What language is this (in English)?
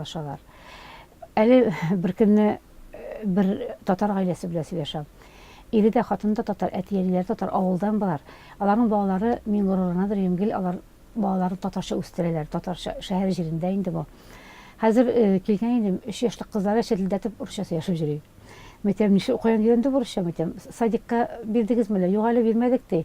Tatar